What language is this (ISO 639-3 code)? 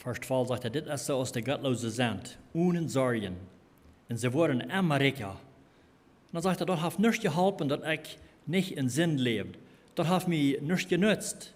pdt